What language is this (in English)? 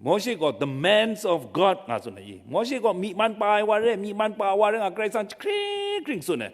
Kachin